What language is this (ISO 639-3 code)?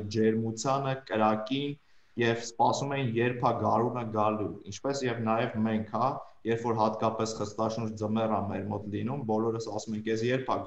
hye